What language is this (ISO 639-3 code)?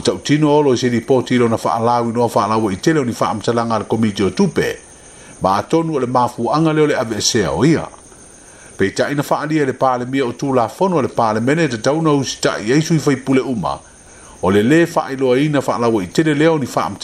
smo